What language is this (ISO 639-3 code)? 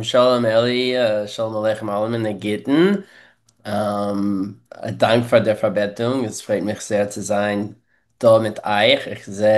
yid